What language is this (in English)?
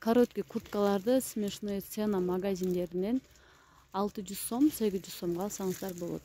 Kyrgyz